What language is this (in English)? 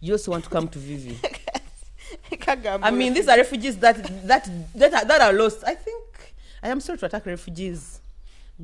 Nyoro